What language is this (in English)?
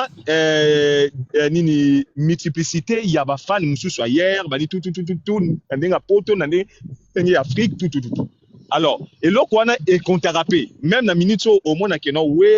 Lingala